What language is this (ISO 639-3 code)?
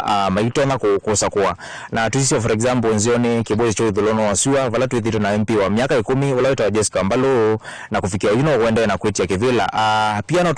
kam